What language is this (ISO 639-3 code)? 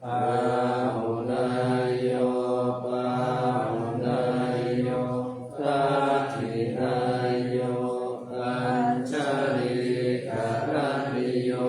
pli